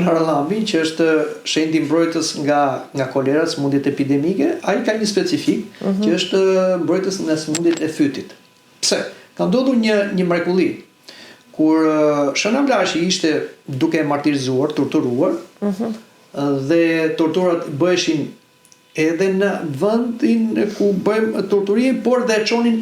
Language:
Albanian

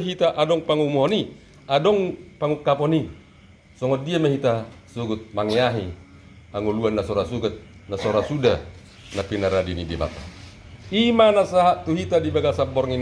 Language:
Batak Toba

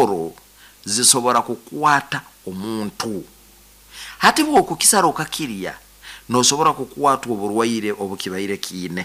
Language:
Nyoro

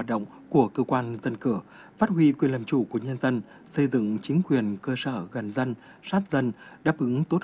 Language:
Vietnamese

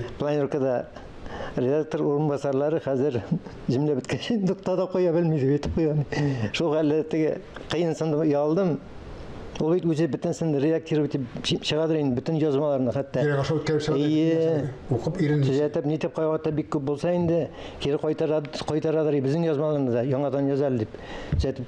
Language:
Tatar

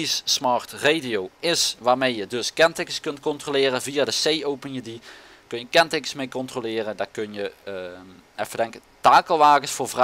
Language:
Dutch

